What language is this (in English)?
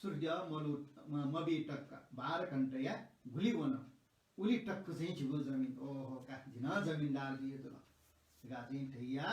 Newari